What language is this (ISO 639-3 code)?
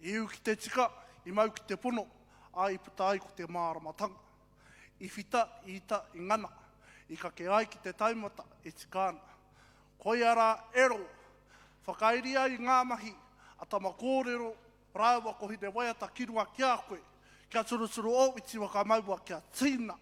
mri